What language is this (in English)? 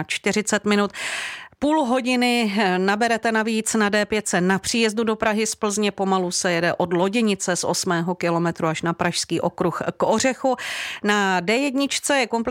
Czech